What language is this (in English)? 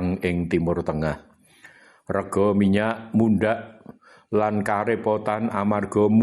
Javanese